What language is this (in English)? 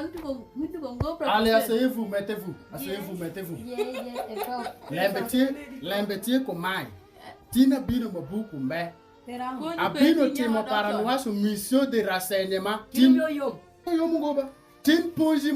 Alur